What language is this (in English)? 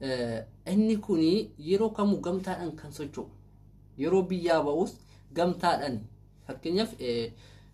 Oromo